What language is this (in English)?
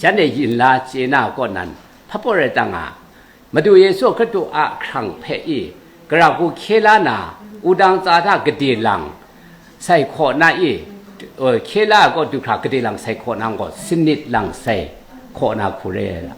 Kachin